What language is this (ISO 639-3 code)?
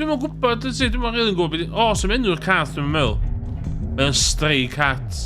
cym